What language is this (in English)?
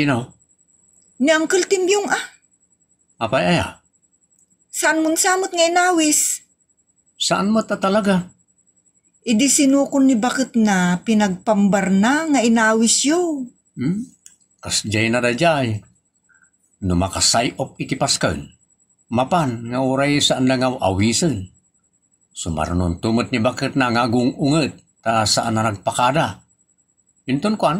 Iloko